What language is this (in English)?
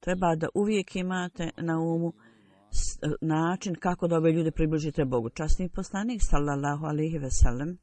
Bosnian